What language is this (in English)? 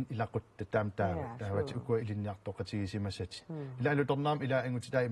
Kalaallisut